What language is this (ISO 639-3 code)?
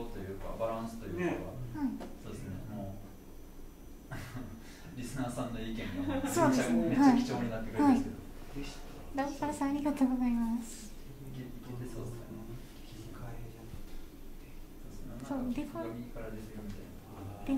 jpn